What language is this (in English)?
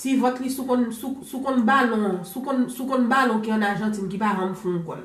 Haitian Creole